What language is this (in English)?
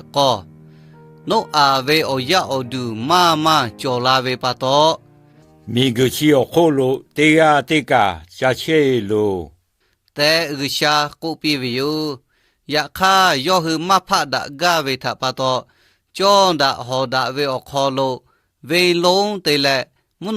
Lahu